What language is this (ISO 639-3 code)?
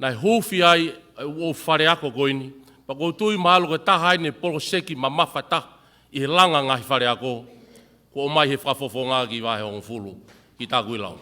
ton